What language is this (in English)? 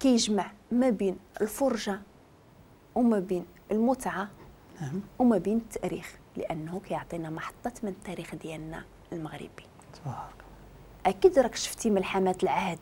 Moroccan Arabic